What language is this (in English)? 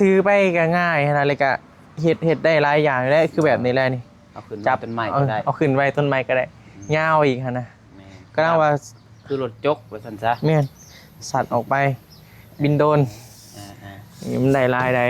Northeastern Thai